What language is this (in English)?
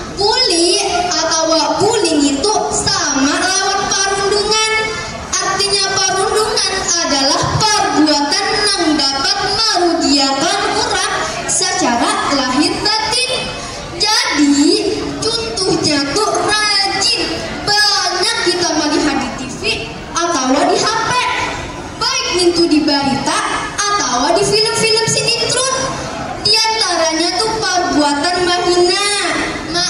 Banjar